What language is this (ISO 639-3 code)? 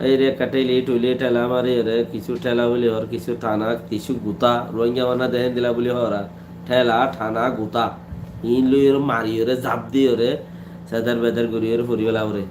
rhg